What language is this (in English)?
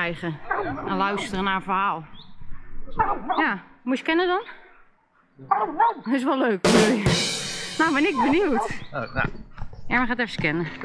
Dutch